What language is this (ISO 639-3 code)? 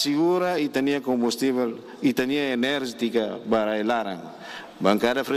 tet